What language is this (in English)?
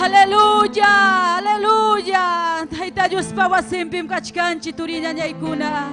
Ayacucho Quechua